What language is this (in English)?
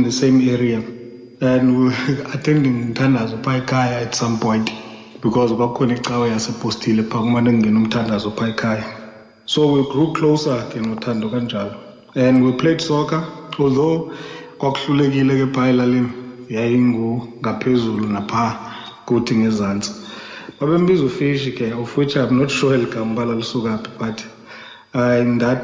Xhosa